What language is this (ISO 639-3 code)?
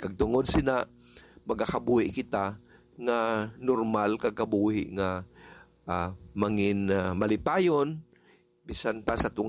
hil